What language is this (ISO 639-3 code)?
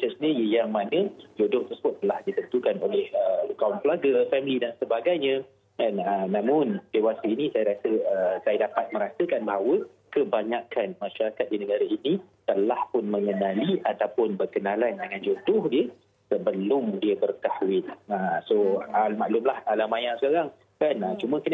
msa